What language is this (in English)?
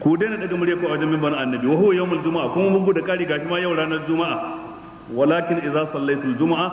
Hausa